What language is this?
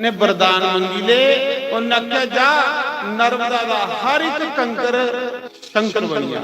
Dogri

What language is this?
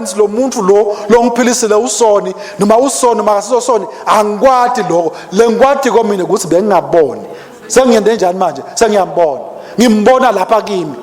Swati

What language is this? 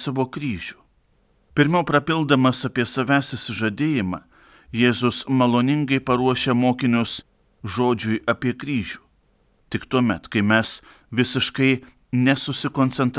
Lithuanian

